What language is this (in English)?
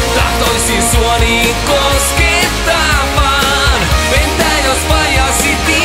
Finnish